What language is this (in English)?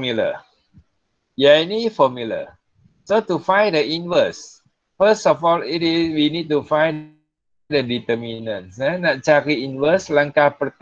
Malay